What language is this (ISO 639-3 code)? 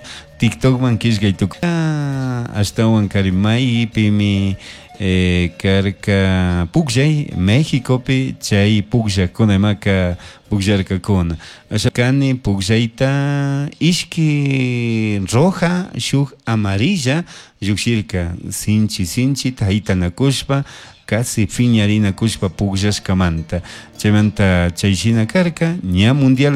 qug